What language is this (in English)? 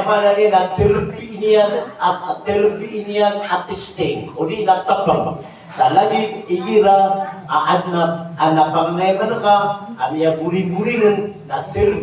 Maranao